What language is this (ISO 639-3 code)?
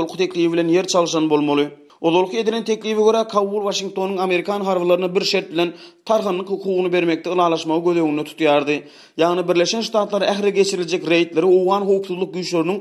tuk